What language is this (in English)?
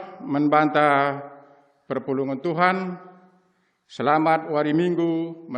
Batak Karo